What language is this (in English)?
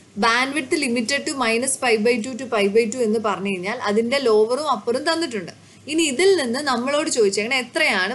Malayalam